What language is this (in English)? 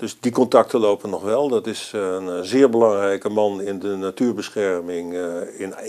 Dutch